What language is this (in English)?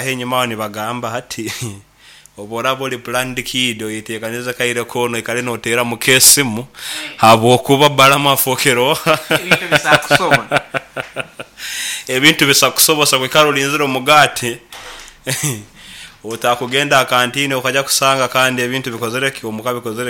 Nyoro